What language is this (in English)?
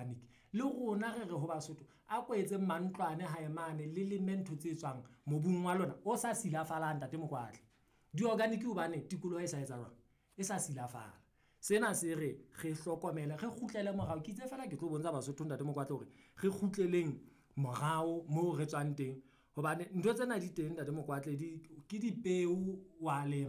Southern Sotho